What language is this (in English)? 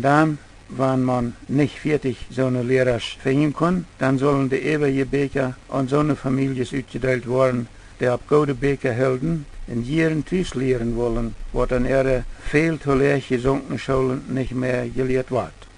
Plautdietsch